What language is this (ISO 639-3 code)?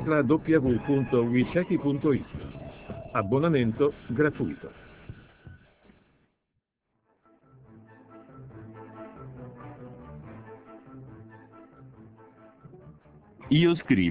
ita